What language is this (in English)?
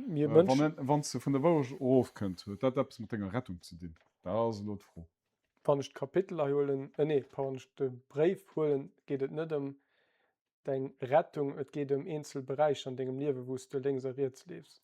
Luxembourgish